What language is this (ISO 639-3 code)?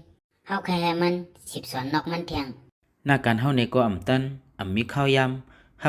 shn